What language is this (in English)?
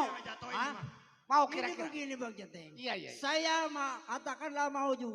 Betawi